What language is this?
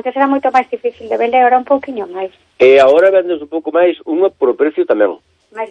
Galician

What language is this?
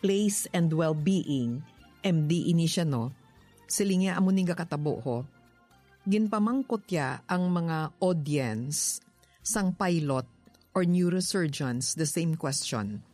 Hiligaynon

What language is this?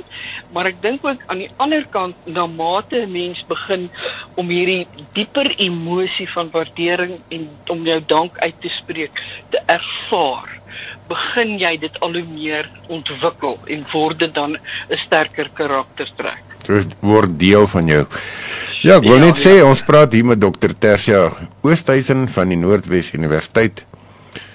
Afrikaans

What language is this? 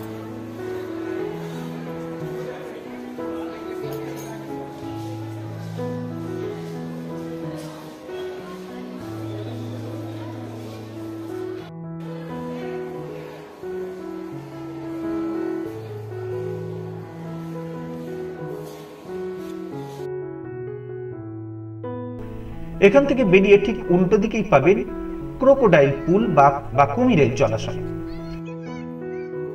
Bangla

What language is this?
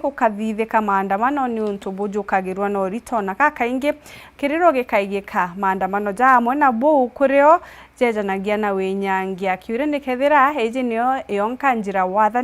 Meru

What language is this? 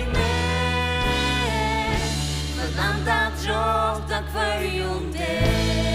Faroese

